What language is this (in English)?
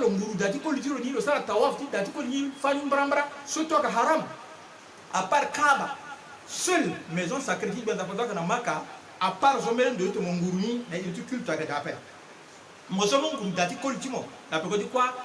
Sango